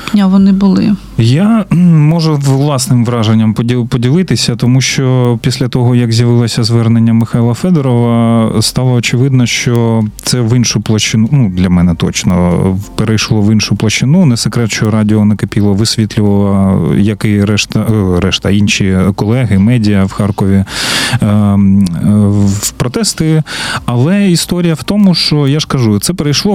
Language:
Ukrainian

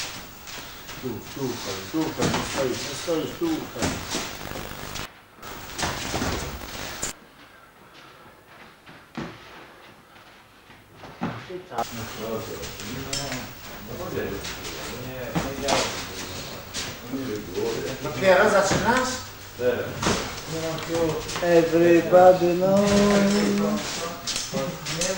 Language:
Polish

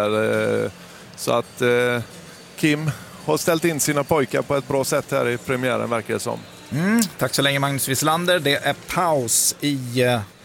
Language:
Swedish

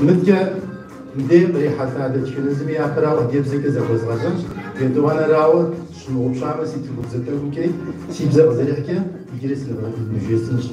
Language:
Kabardian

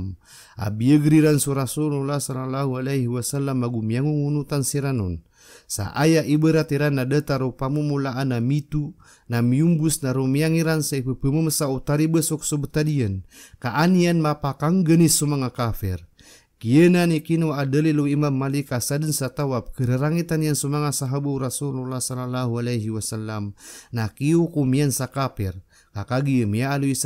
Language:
Maranao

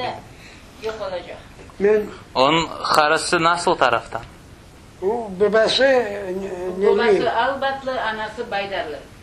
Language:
Crimean Tatar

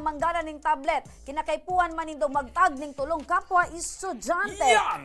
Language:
Bikol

